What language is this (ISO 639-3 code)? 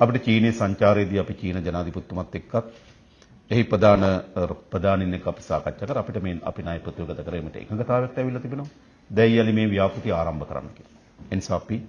sin